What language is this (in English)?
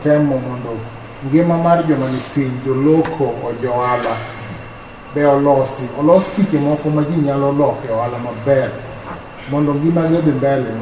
Luo (Kenya and Tanzania)